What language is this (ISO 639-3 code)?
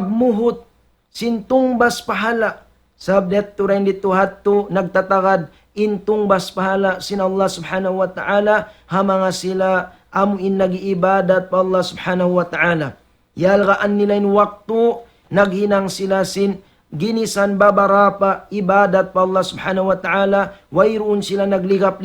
tsg